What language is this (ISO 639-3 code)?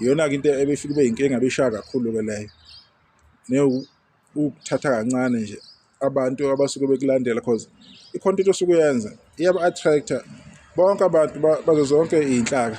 zul